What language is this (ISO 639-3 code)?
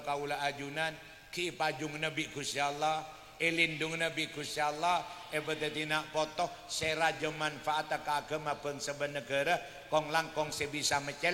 mad